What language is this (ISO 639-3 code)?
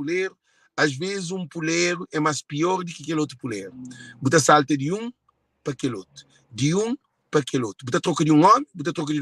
kea